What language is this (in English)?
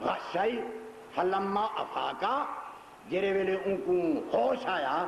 Saraiki